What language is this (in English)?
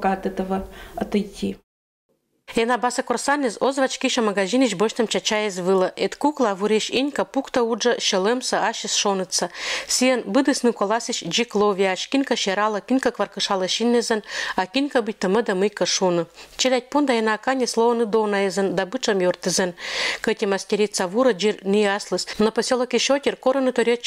Komi-Permyak